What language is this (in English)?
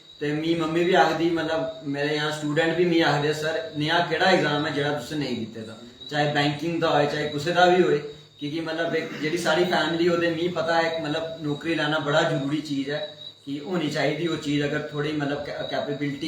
Dogri